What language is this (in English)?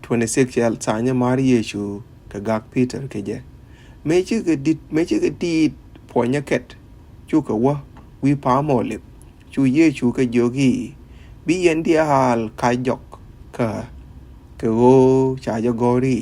Nuer